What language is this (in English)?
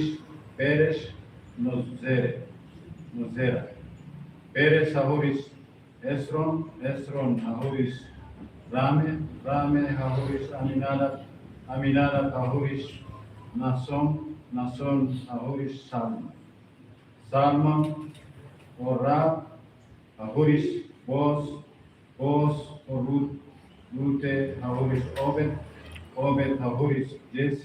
Tetum